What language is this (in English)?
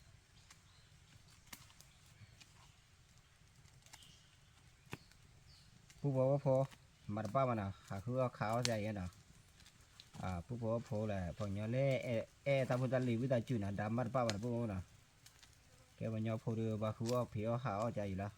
S'gaw Karen